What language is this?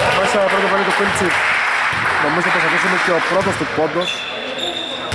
Greek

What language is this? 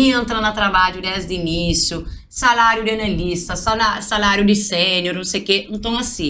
Kabuverdianu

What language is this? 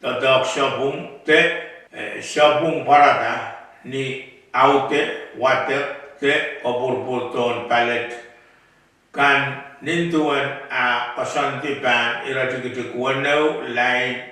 Pohnpeian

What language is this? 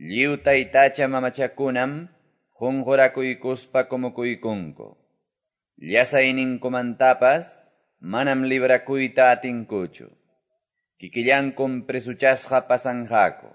Quechua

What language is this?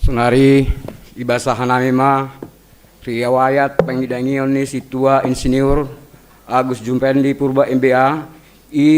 Batak Simalungun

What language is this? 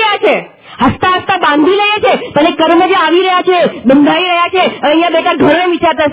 Gujarati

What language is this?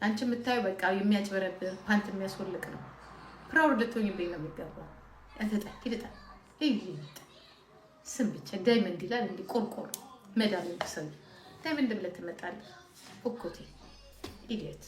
Amharic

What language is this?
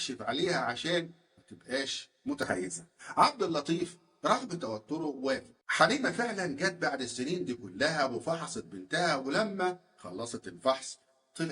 Egyptian Arabic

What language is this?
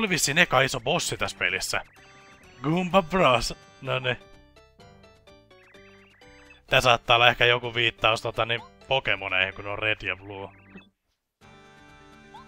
Finnish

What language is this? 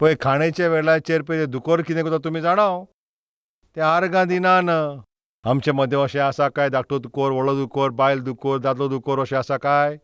Konkani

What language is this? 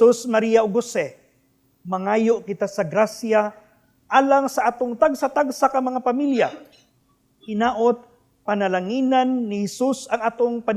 Cebuano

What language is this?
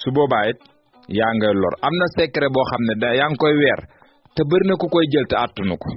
Wolof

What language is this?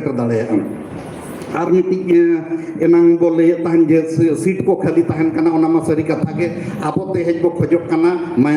Santali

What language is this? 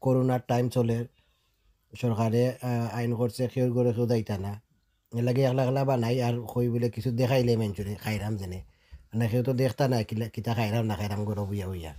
Sylheti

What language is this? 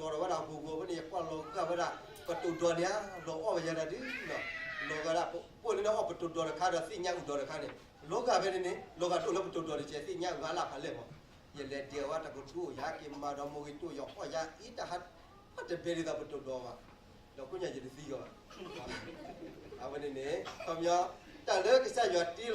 S'gaw Karen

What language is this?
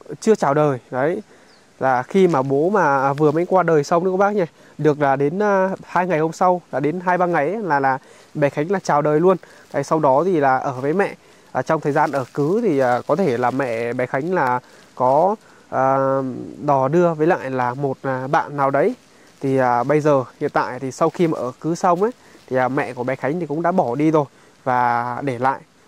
Vietnamese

